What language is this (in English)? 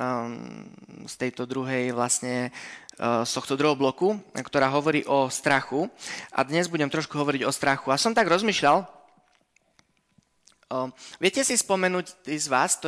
Slovak